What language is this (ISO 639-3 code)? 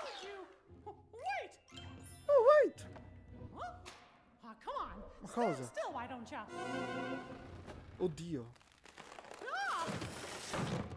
ita